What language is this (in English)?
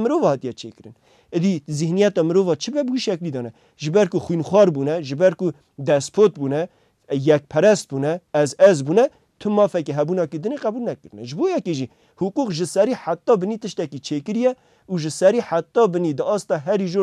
Kurdish